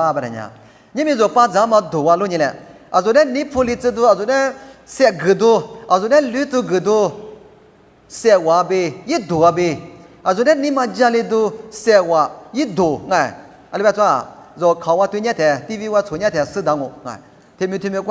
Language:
Lisu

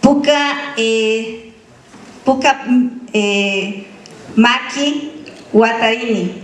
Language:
Imbabura Highland Quichua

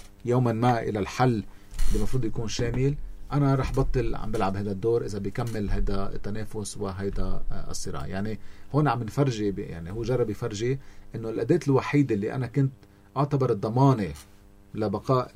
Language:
North Levantine Arabic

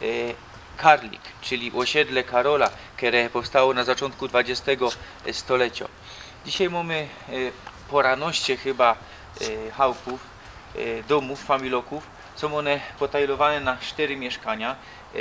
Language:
Silesian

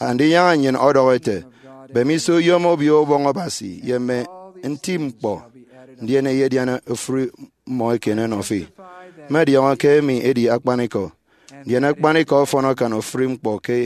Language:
Efik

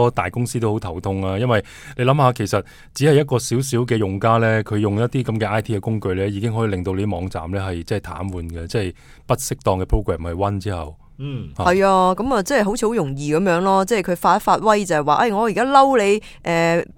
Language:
Cantonese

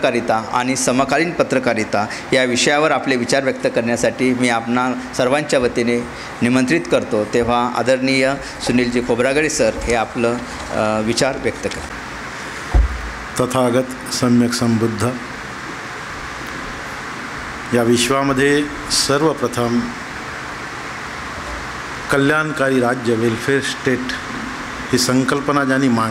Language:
Marathi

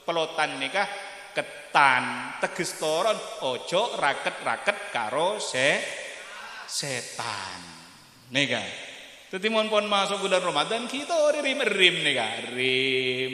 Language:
Madurese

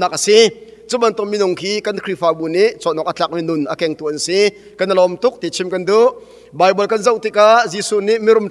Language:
Hakha Chin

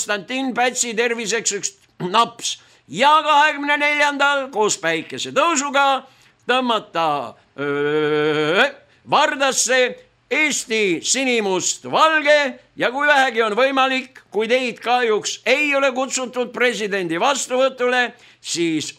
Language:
Estonian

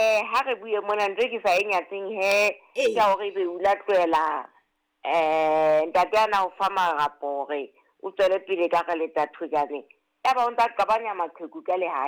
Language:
Southern Sotho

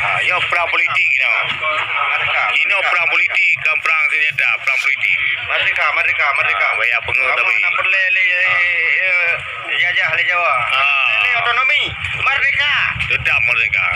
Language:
Achinese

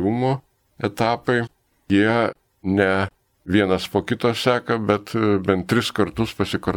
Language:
Lithuanian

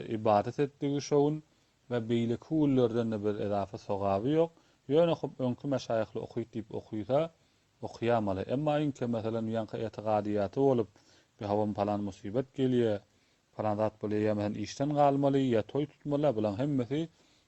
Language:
Turkmen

